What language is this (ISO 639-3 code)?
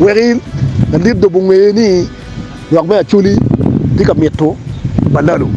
ach